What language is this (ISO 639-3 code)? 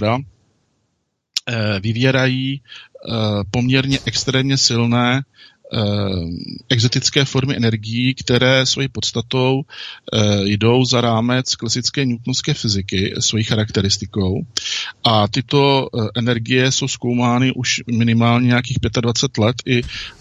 ces